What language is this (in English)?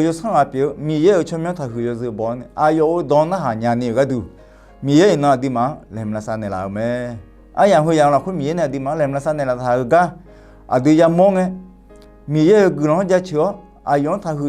Akha